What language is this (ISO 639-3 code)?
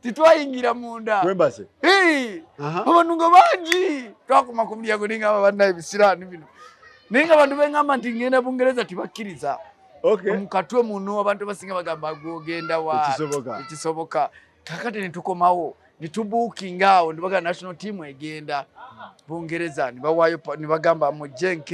lug